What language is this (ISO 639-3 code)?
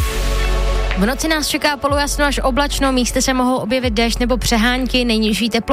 ces